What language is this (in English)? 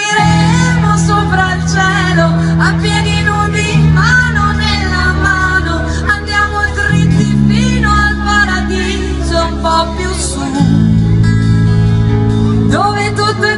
Italian